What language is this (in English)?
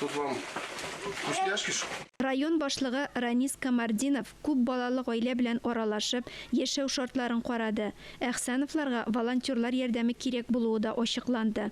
Tatar